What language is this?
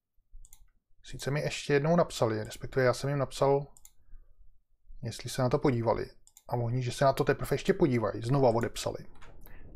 Czech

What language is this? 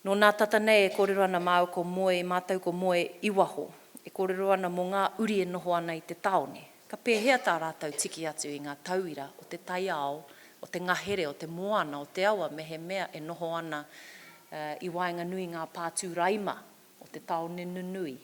Māori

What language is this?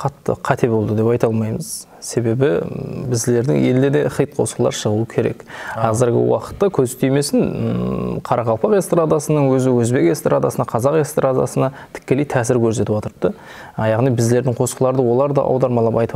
Kara-Kalpak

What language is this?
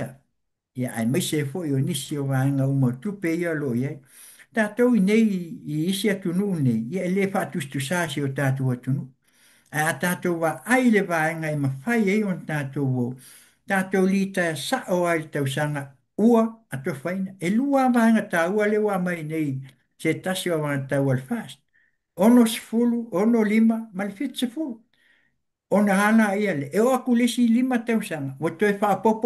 Samoan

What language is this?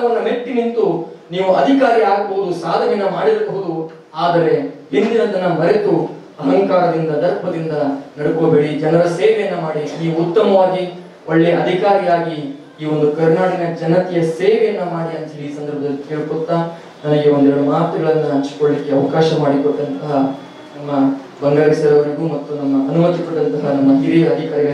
Kannada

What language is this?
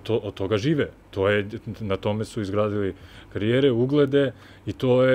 Serbian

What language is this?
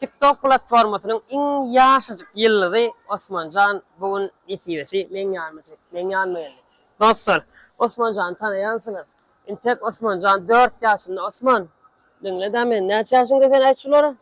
Turkmen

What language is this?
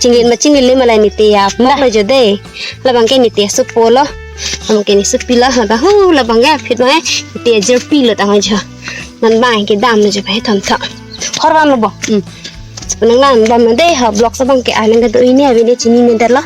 Karbi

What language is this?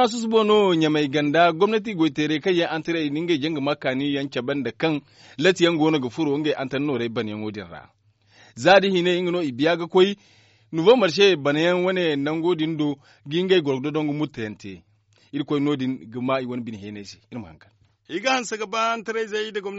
Zarma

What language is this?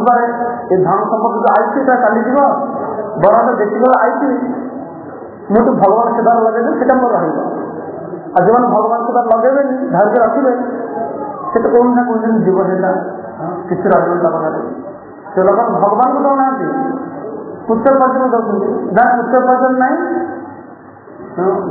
Odia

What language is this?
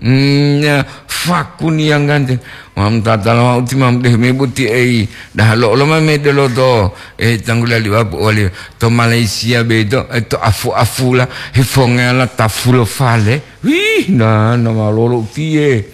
Gorontalo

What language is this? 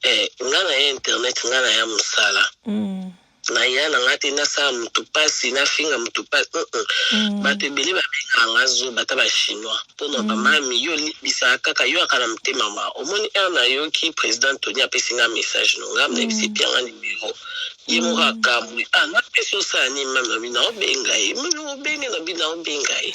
Lingala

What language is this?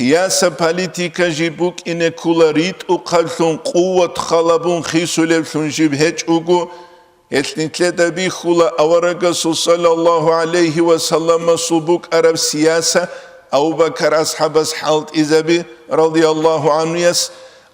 Avaric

